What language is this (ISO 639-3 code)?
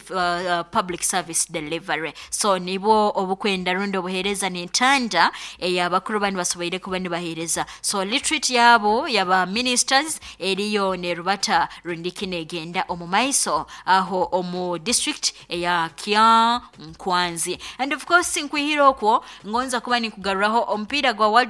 nyo